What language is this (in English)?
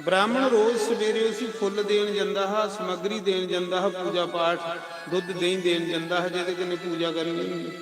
Dogri